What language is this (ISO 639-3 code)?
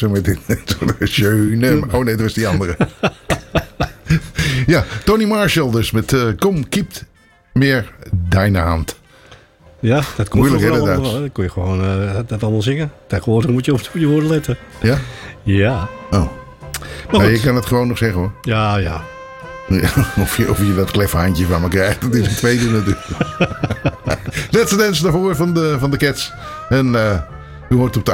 nld